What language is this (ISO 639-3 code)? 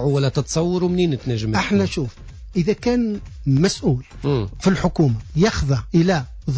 aeb